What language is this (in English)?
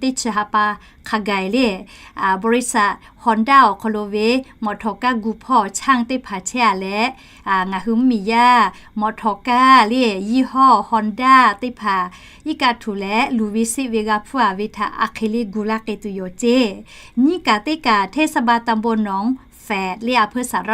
Lahu